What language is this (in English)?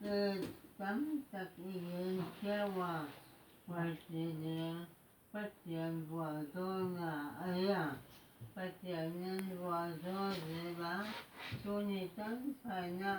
Paite Chin